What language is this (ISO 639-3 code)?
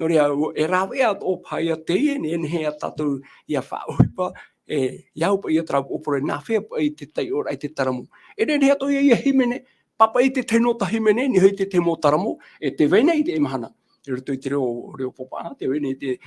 tah